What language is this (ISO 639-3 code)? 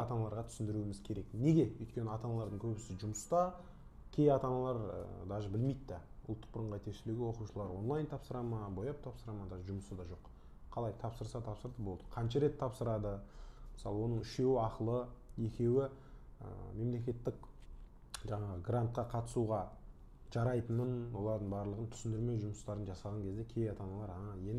kaz